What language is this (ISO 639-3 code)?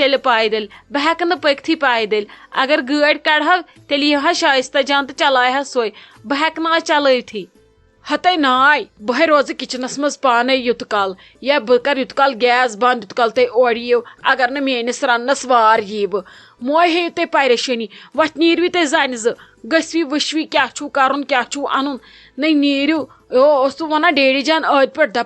kas